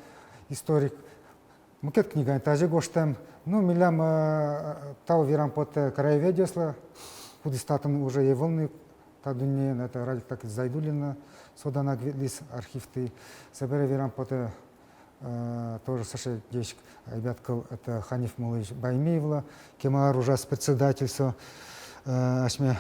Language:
Udmurt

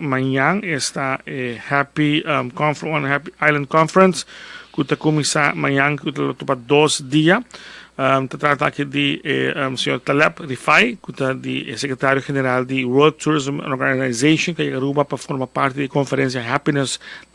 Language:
Papiamento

